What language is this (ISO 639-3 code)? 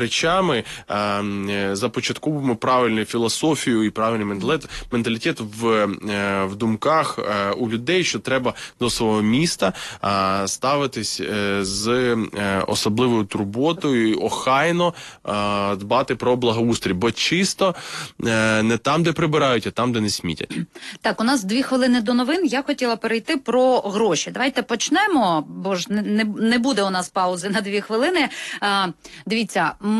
ukr